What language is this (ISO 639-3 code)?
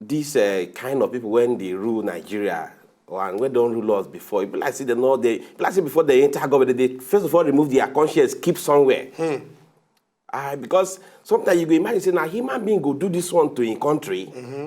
pcm